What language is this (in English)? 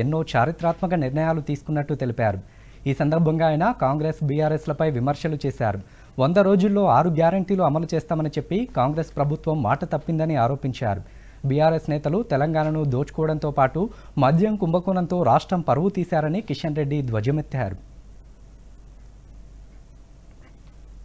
Telugu